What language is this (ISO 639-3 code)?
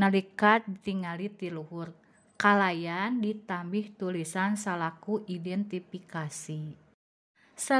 sun